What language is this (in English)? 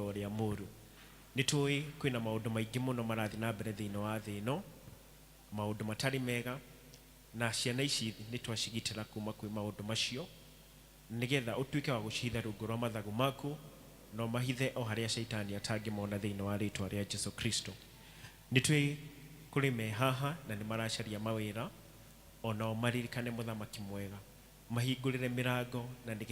Kikuyu